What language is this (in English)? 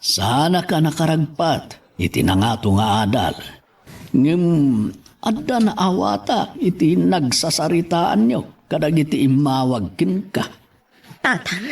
Iloko